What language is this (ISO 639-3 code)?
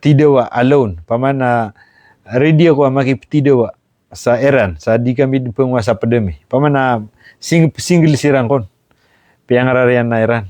mrw